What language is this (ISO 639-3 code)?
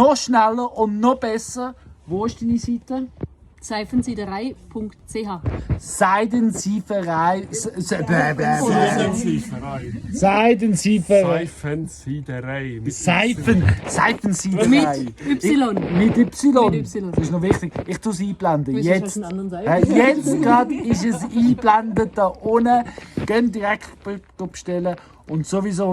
gsw